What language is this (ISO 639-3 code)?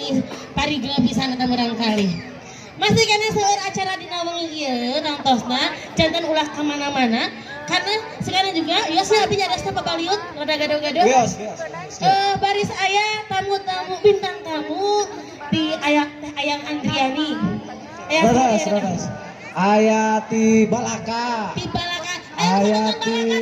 sun